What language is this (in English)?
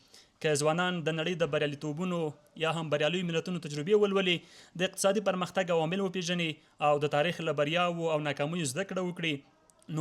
Pashto